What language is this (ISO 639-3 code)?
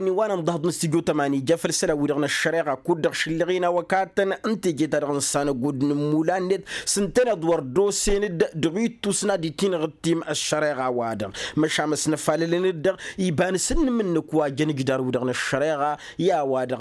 taq